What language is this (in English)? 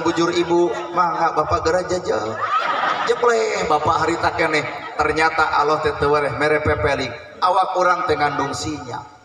Sundanese